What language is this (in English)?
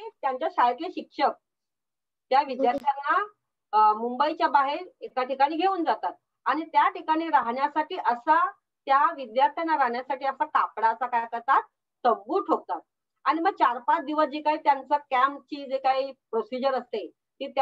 Marathi